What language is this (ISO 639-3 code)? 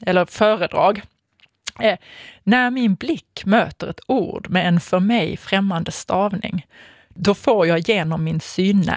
swe